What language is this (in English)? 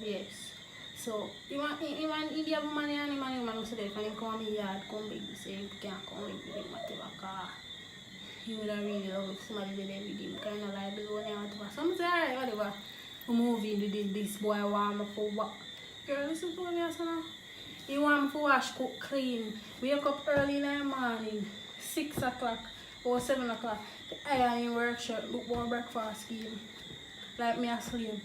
Jamaican Creole English